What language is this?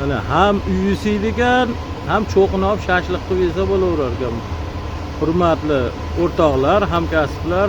Uzbek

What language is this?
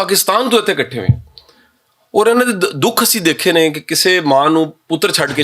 Western Panjabi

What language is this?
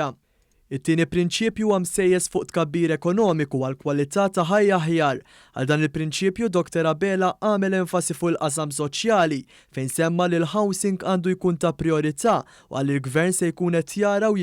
Maltese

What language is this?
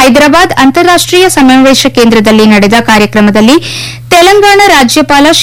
Kannada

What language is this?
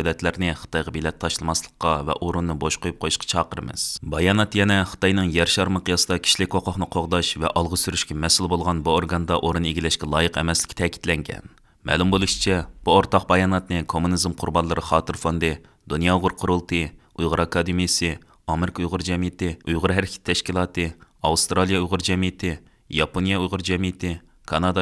Uyghur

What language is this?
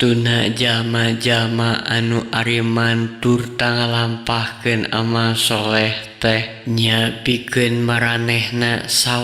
Sundanese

